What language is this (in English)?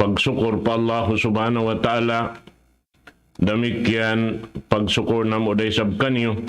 Tausug